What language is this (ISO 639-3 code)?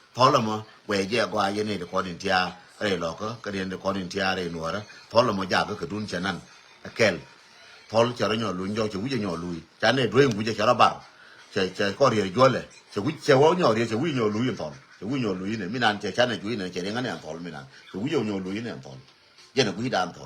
nus